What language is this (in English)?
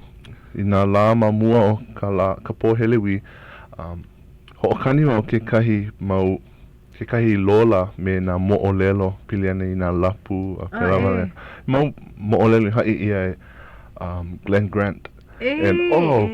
Hawaiian